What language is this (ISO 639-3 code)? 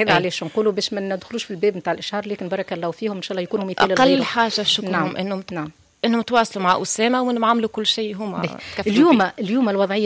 aeb